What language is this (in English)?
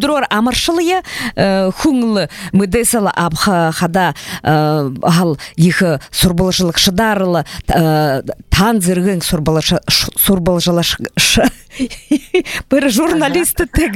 Buriat